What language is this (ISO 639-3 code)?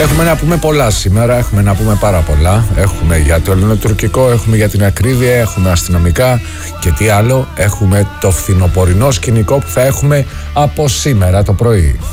ell